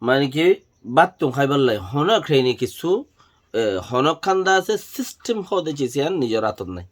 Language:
Rohingya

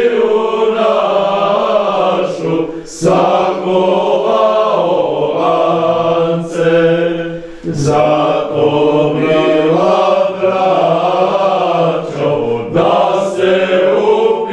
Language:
Serbian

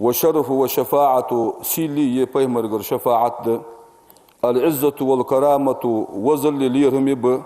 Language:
Ingush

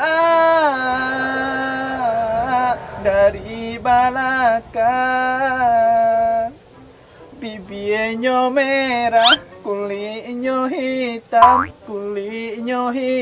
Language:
Minangkabau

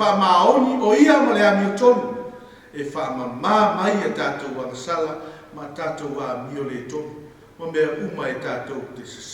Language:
Samoan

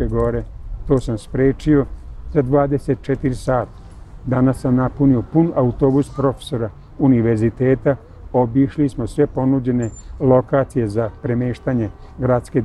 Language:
Serbian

